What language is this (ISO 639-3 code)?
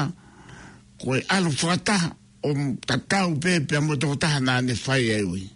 ton